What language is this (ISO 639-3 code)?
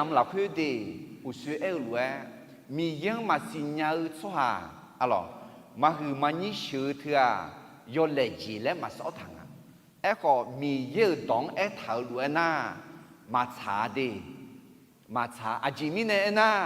ahk